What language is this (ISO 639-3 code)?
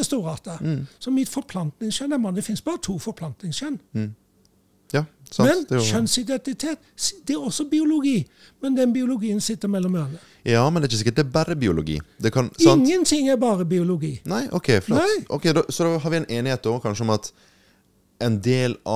nor